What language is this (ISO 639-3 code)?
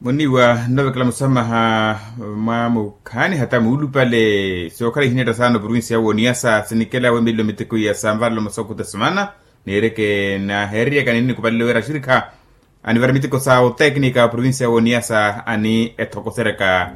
vmw